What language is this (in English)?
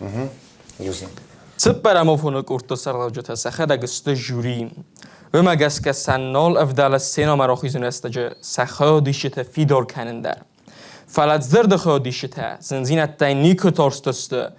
Ossetic